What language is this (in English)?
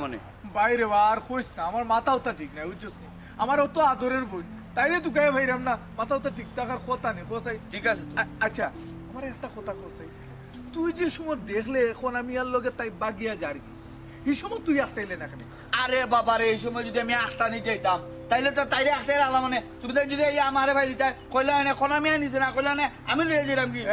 Sylheti